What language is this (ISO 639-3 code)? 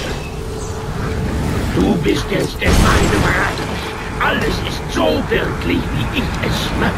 deu